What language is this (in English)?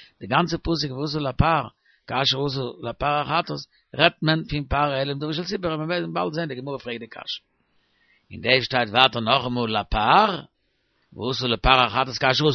Yiddish